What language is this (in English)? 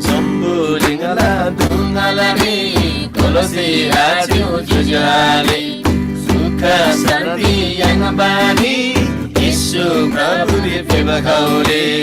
Eastern Tamang